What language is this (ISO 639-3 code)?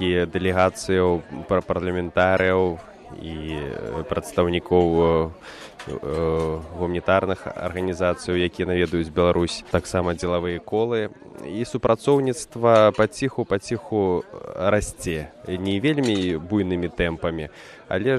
bel